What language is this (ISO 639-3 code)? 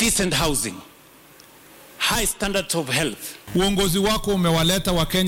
swa